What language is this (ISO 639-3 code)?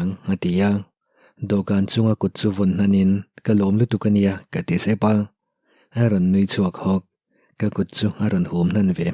lus